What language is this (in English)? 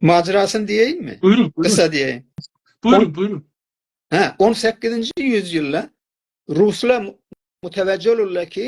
South Azerbaijani